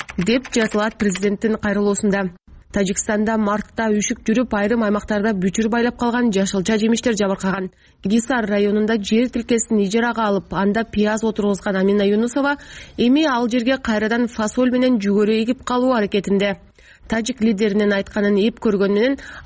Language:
Kyrgyz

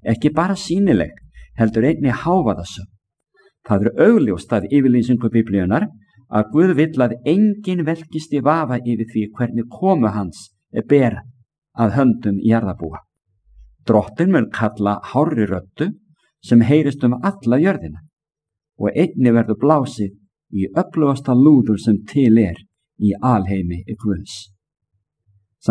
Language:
Icelandic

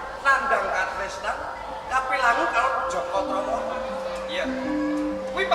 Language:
Javanese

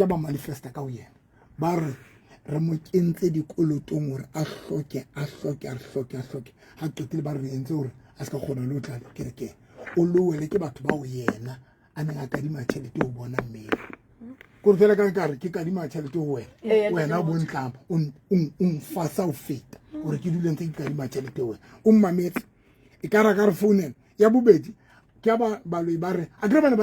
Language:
Southern Sotho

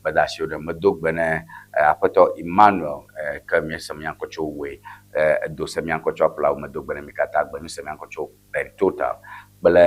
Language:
Ewe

